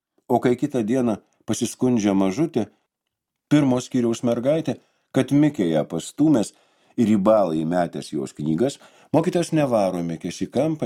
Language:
Lithuanian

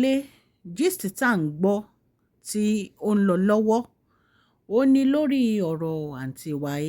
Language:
Yoruba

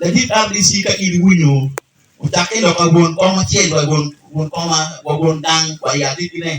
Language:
Acoli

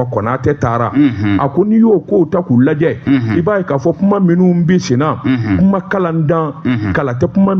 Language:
Bambara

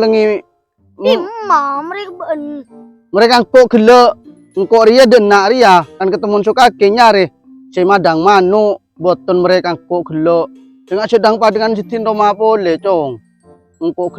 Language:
Madurese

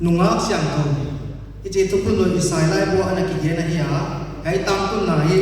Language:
Paite Chin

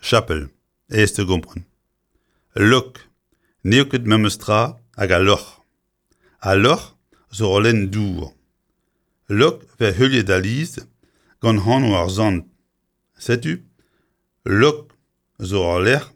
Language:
Breton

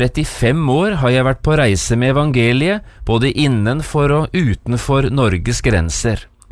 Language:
Norwegian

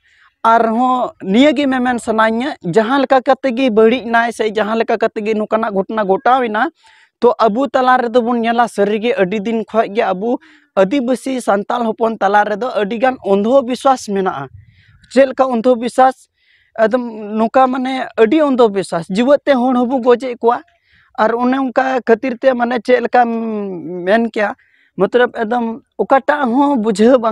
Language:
Santali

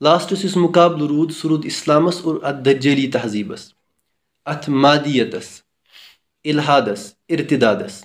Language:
Kashmiri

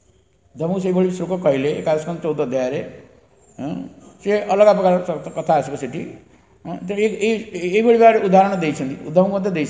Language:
Odia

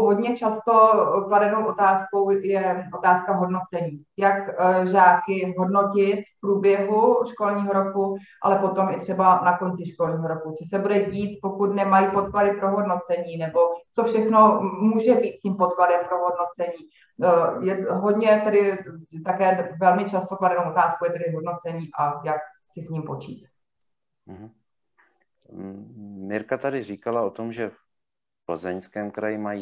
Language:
Czech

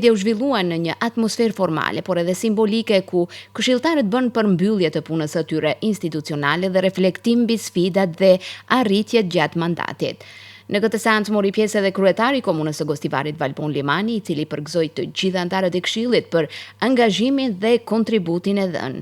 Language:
Albanian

